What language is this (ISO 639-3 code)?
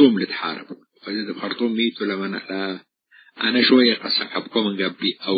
tig